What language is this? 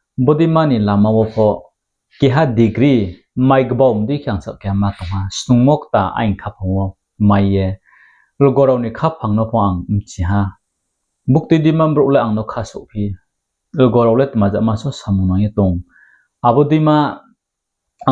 Riang (India)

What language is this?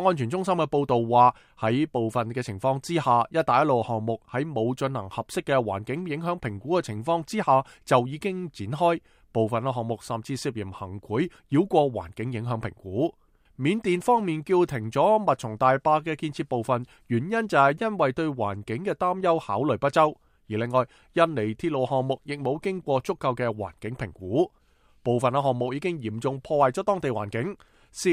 Cantonese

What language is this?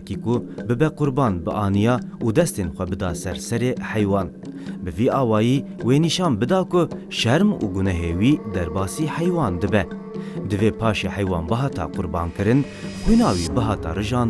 Kurdish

